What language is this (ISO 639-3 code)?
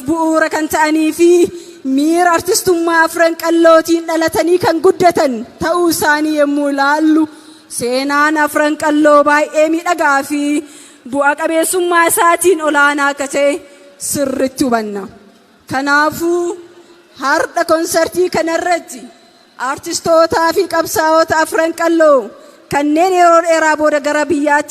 orm